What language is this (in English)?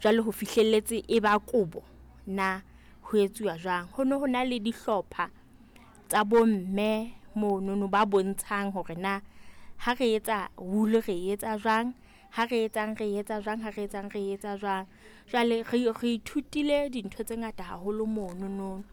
Southern Sotho